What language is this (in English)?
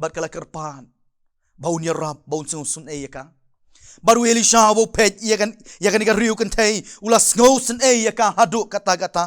Khasi